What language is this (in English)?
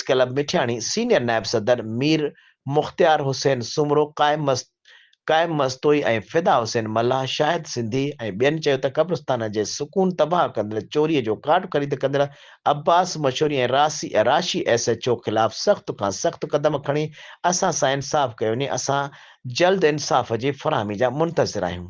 Sindhi